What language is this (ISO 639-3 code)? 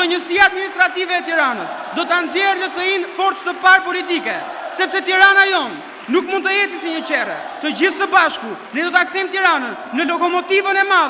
sqi